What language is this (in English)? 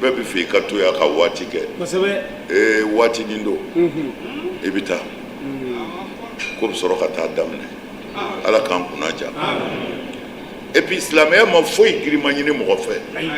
Bambara